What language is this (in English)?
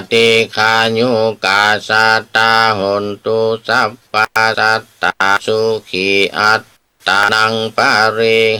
Pali